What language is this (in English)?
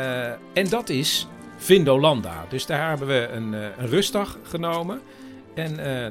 Dutch